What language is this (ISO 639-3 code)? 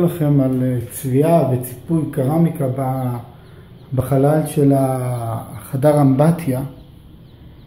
heb